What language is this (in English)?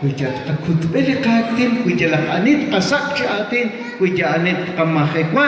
Kekchí